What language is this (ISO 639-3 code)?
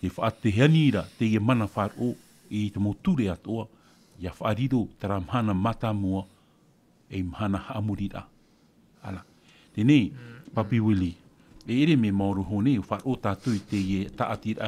tah